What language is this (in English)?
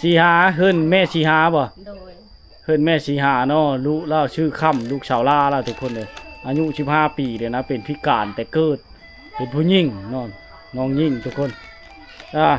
Lao